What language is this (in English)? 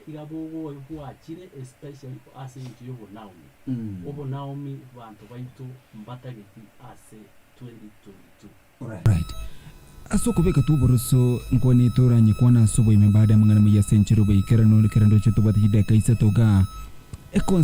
Gusii